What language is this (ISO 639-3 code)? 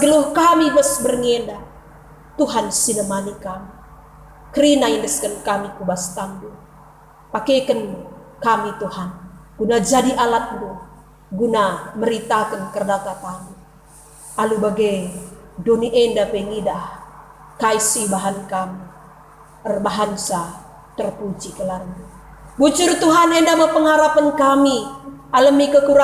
btx